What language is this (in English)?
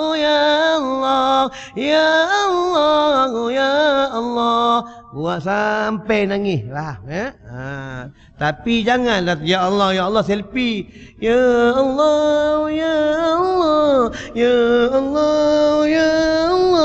Malay